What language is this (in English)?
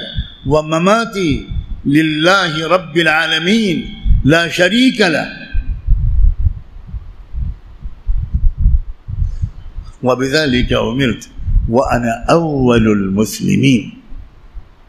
Urdu